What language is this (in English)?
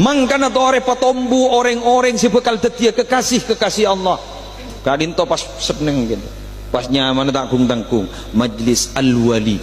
Madurese